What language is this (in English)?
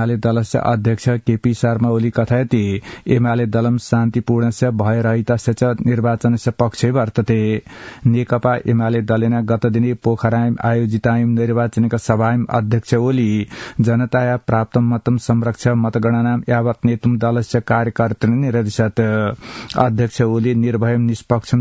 Sanskrit